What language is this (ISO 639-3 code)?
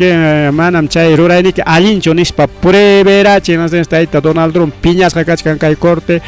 quy